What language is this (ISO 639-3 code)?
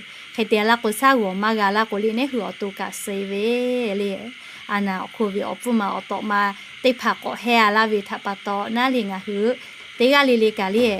lhu